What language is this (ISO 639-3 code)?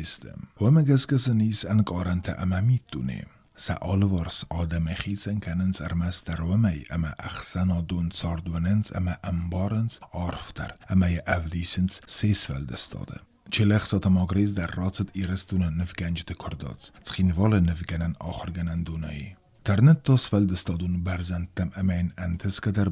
oss